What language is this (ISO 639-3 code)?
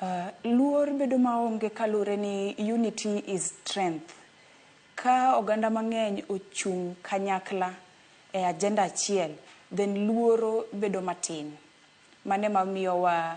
luo